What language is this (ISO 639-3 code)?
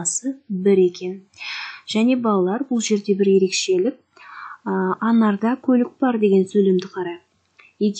kaz